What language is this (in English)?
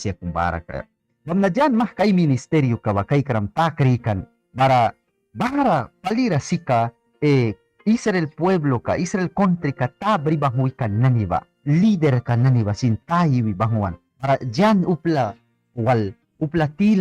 Mískito